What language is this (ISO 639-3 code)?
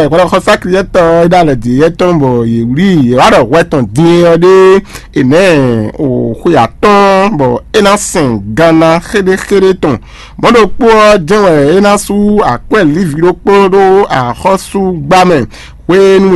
fon